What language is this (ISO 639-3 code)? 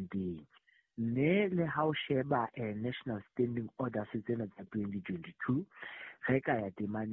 sot